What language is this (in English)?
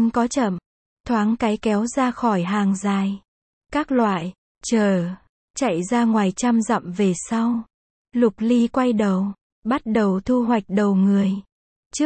Vietnamese